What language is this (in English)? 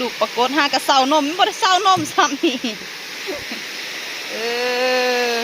Lao